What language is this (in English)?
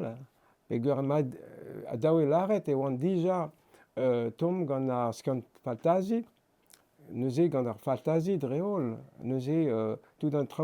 Breton